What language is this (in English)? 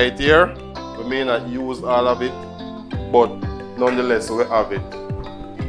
Jamaican Creole English